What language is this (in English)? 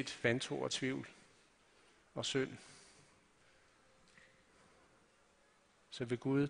Danish